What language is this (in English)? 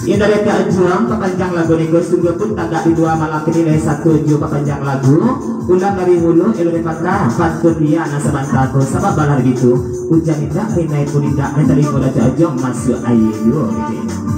Minangkabau